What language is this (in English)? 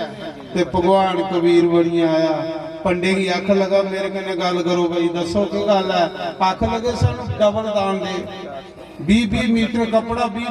Dogri